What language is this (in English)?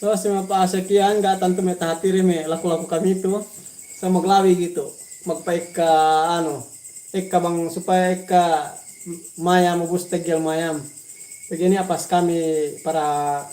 Yakan